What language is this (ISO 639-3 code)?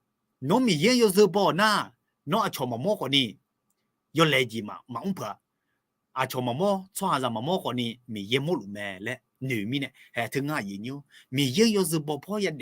ahk